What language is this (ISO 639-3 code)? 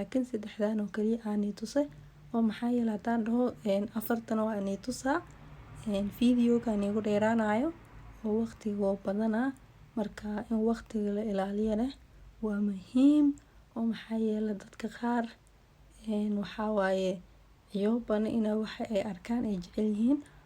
som